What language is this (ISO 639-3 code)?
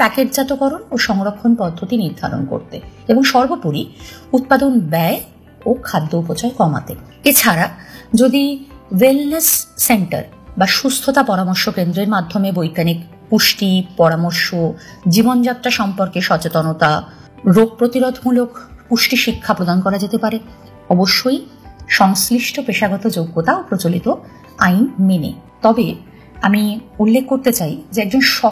ben